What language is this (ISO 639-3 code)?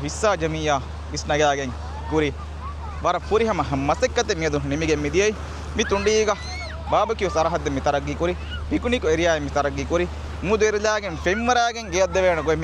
div